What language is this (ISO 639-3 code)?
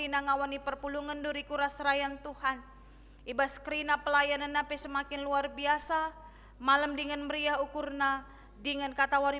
btx